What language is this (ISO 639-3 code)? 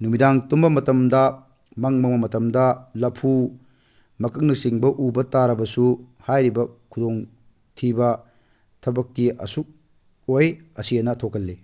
mni